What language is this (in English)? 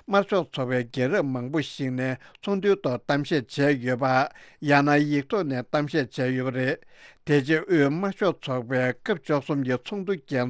Tibetan